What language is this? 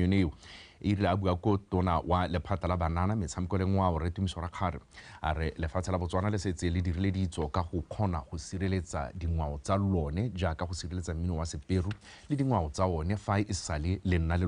Tswana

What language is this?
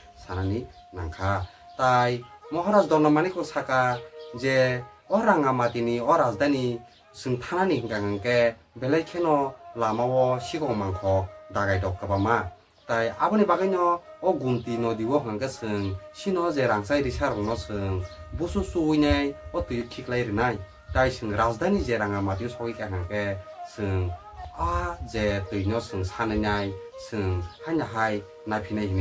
Kok Borok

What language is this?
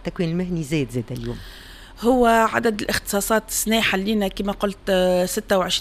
Tunisian Arabic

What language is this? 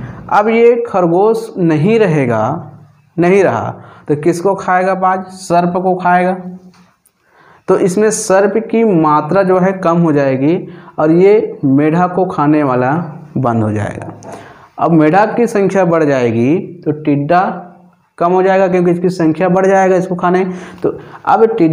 Hindi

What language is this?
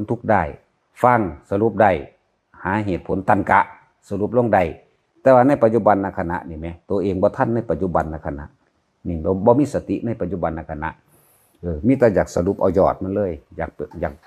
Northeastern Thai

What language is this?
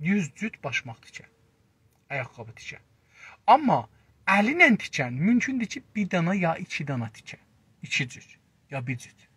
South Azerbaijani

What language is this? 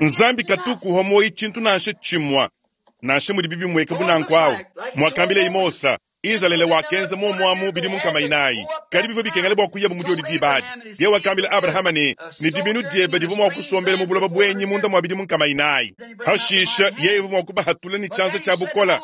Luba-Lulua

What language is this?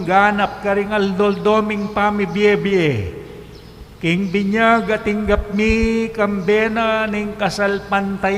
Pampanga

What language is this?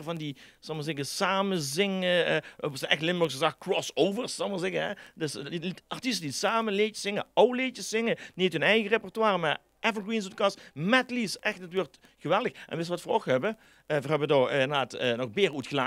Limburgish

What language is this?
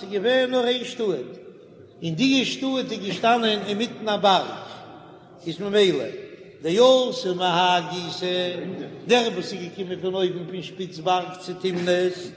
Yiddish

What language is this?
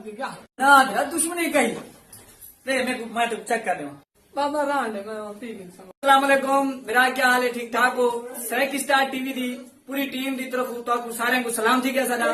Saraiki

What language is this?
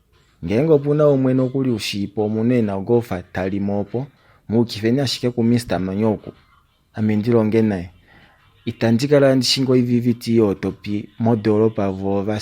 Kuanyama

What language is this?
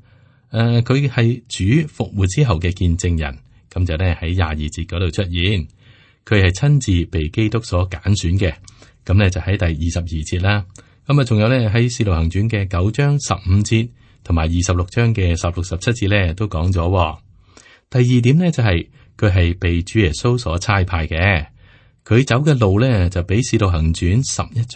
Cantonese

